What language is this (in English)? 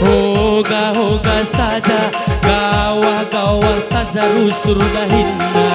Batak Karo